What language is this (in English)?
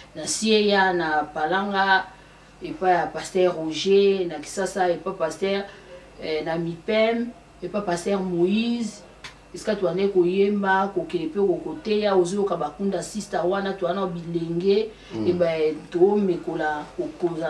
Lingala